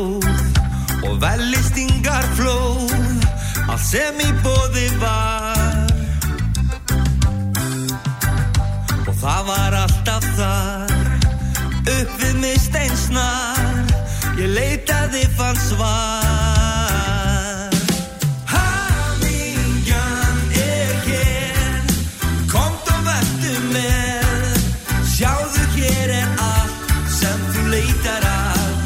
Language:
Icelandic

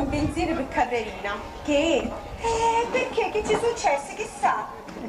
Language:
Sicilian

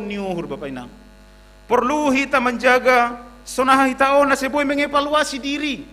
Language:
Batak Simalungun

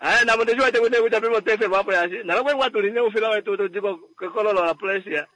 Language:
Kuanyama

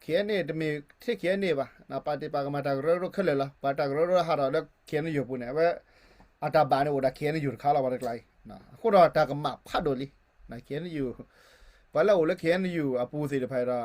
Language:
S'gaw Karen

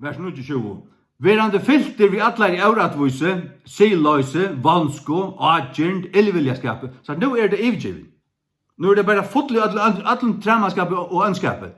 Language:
Faroese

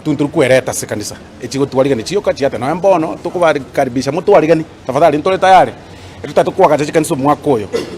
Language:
Gusii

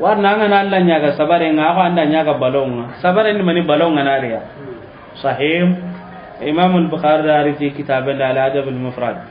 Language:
Soninke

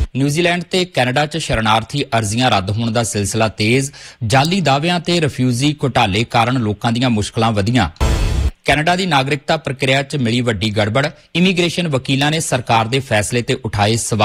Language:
Punjabi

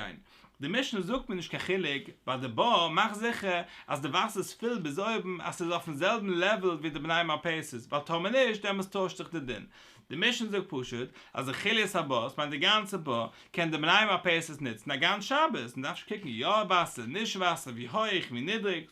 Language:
Yiddish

